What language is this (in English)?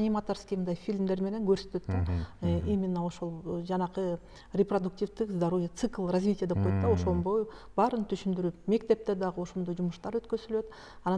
Kyrgyz